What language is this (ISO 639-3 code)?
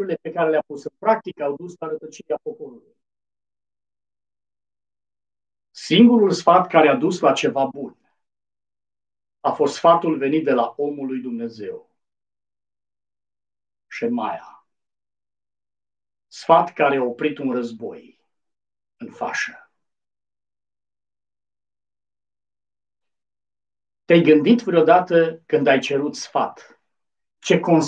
ron